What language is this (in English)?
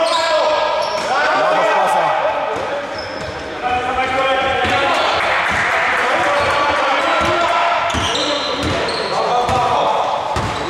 Greek